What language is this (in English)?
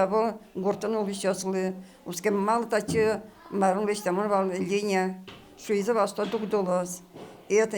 Udmurt